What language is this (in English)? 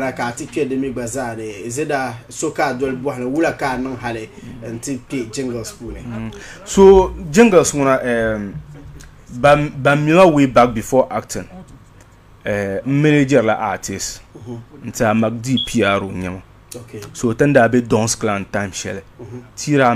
Dagbani